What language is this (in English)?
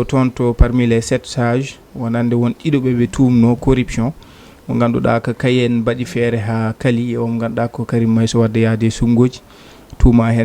Fula